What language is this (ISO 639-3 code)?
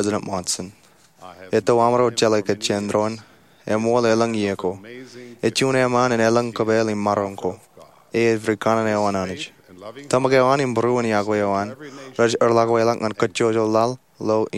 mah